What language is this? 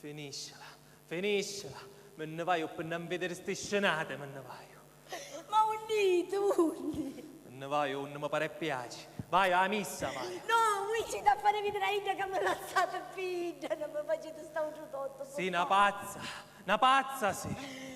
Sicilian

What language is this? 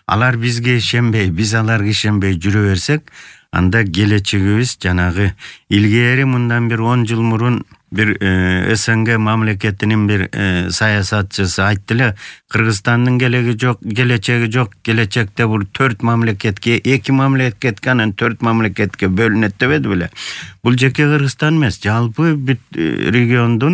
Kyrgyz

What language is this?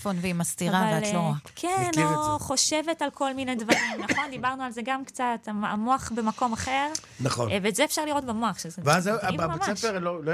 Hebrew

